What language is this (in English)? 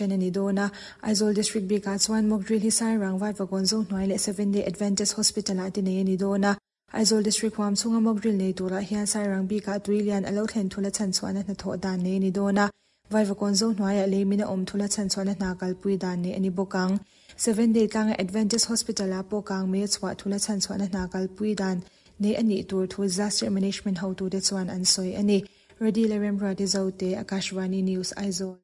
Mizo